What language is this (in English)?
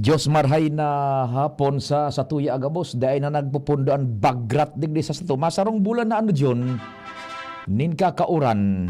Bikol